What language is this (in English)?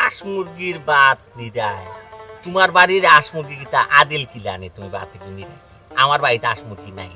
Sylheti